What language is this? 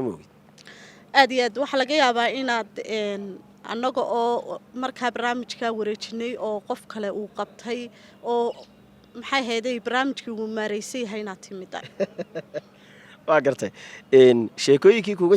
Somali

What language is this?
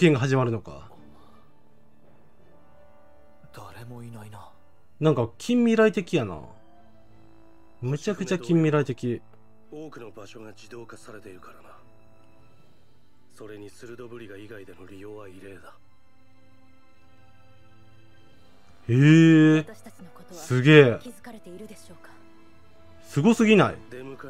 Japanese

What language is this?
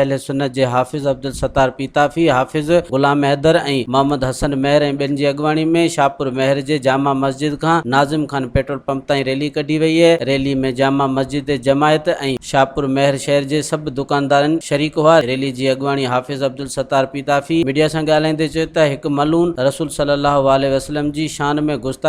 Sindhi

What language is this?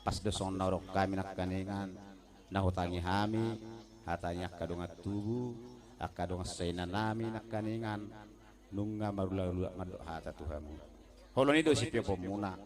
Batak Toba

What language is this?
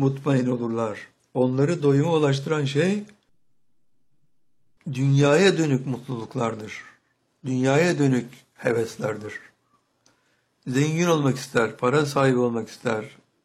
Turkish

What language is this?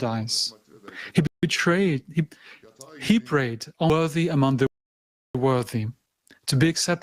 Nyanja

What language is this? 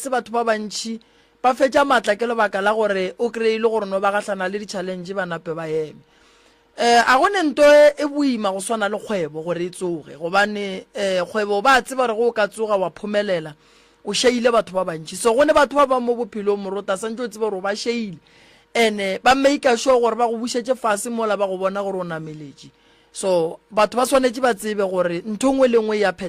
Northern Sotho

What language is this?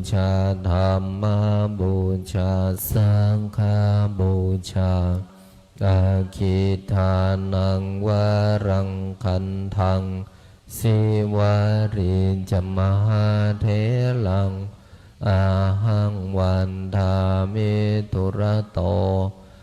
Pali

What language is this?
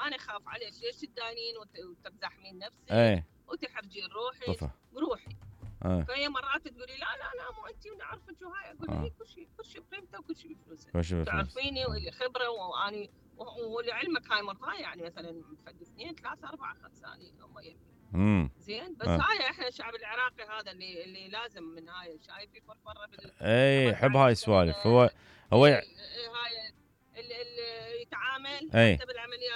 Mesopotamian Arabic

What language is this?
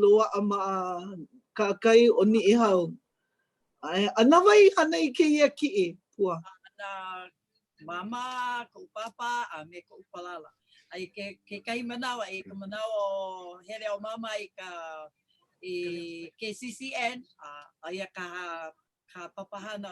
Hawaiian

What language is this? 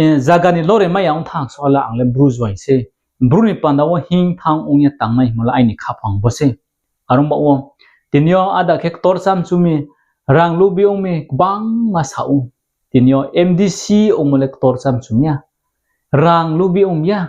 Riang (India)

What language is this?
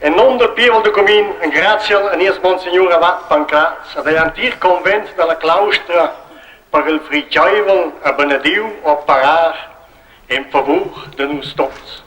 Romansh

